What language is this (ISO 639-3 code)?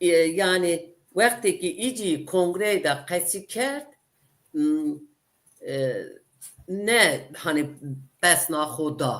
zza